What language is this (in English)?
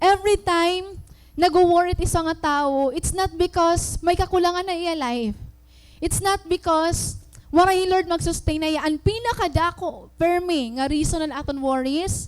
Waray